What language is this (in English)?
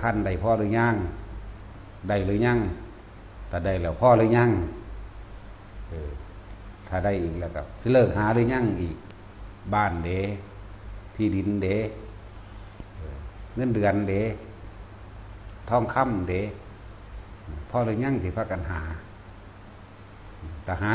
Northeastern Thai